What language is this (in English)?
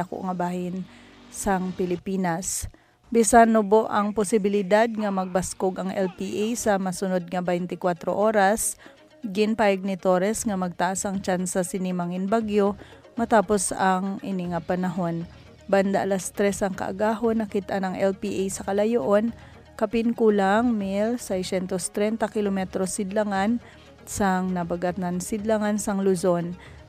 Hiligaynon